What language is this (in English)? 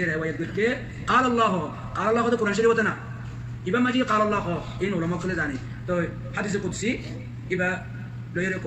Rohingya